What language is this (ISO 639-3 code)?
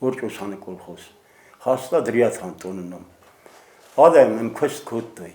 oss